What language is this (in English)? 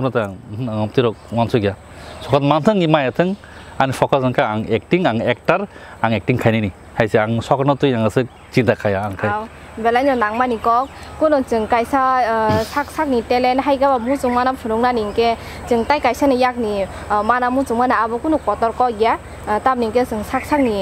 Kok Borok